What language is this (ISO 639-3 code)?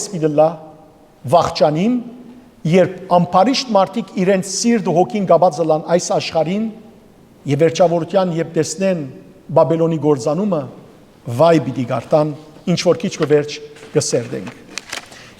hyw